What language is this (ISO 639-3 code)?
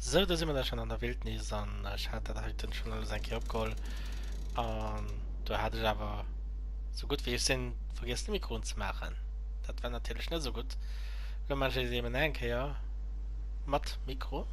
ltz